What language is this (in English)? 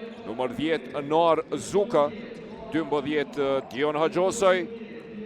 Albanian